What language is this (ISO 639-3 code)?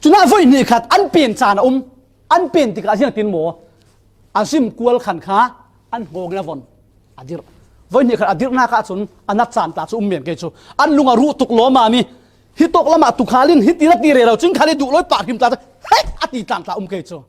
cfm